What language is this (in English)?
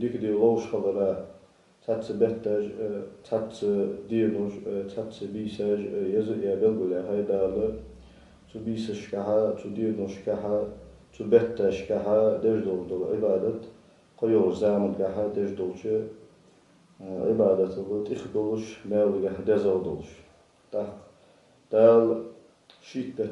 Ingush